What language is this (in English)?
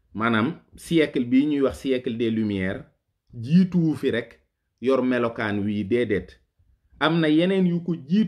Wolof